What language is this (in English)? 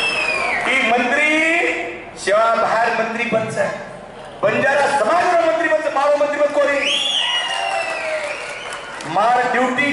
Lambadi